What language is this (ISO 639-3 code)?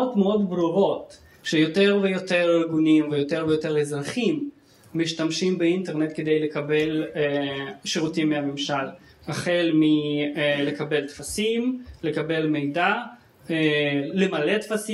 heb